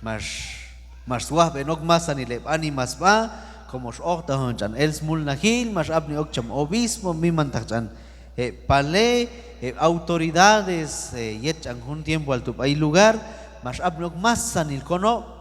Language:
Q'anjob'al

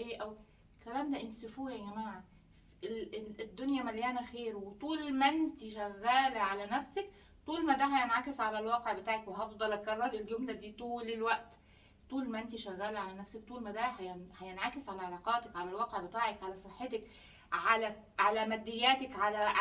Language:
Egyptian Arabic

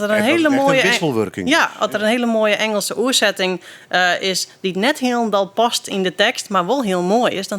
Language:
Western Frisian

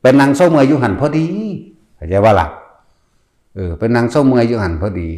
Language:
Lao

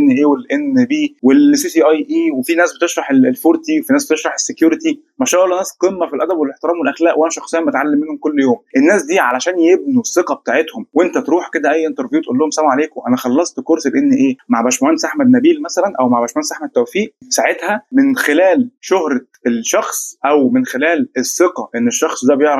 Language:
Egyptian Arabic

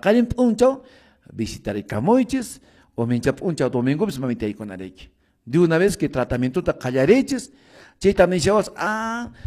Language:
Quechua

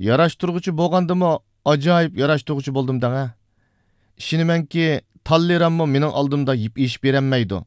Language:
Uyghur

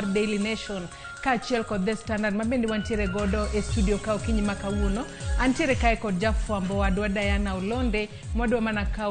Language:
Luo (Kenya and Tanzania)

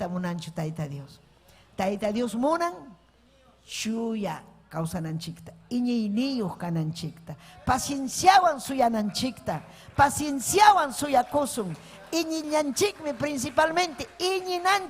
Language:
Ayacucho Quechua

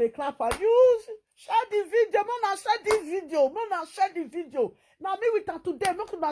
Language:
Nigerian Pidgin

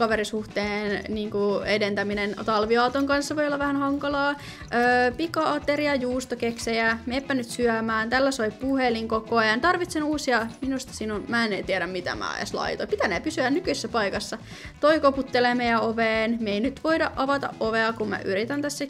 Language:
Finnish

